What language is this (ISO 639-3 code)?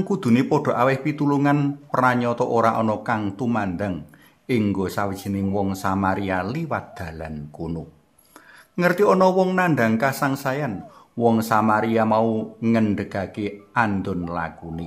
jav